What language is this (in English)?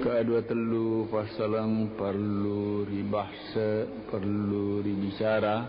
Buginese